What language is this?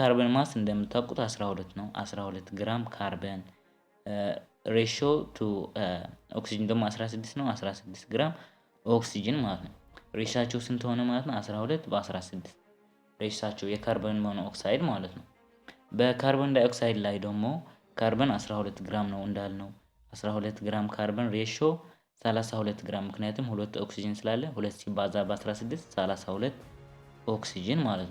Amharic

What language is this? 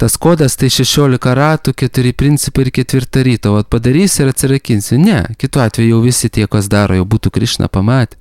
Lithuanian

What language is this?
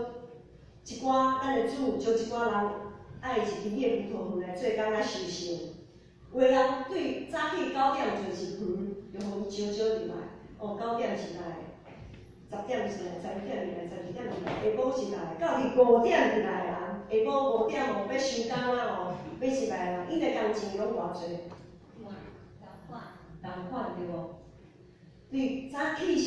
Min Nan Chinese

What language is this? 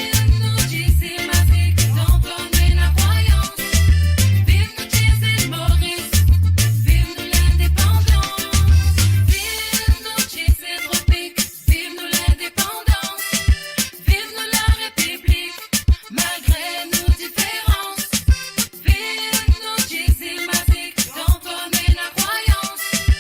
Morisyen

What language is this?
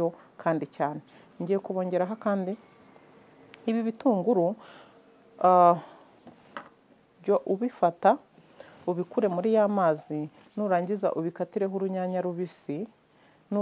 Kinyarwanda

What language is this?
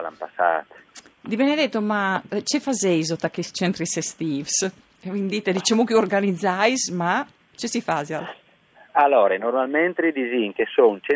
Friulian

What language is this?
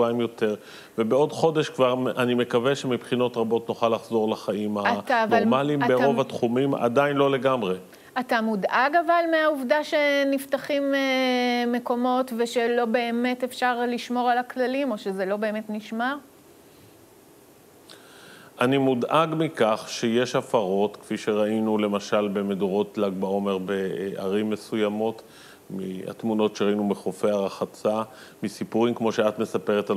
Hebrew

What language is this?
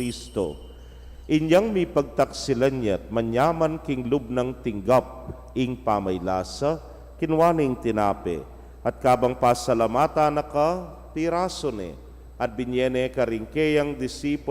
Pampanga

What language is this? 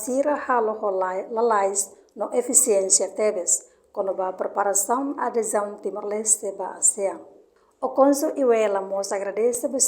Tetum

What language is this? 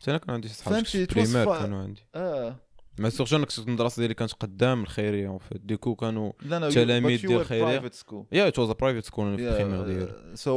Moroccan Arabic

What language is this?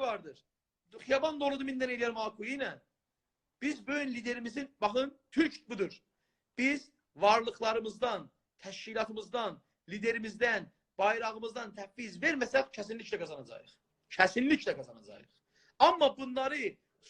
South Azerbaijani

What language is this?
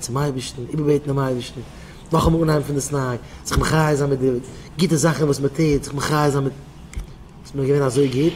Yiddish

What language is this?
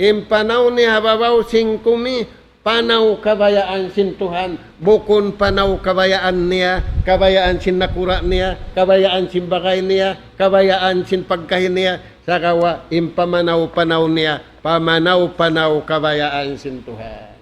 Tausug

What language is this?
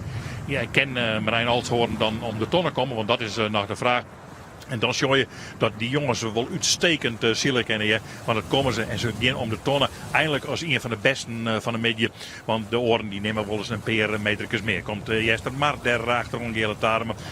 Western Frisian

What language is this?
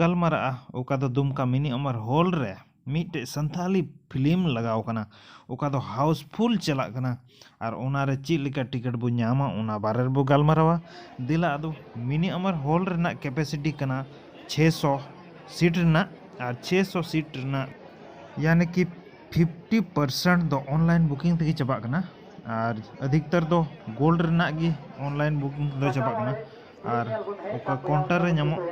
Santali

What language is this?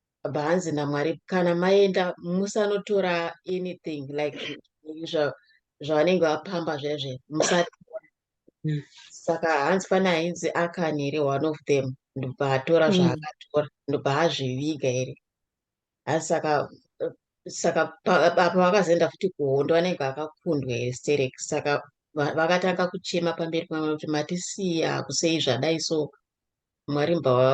Shona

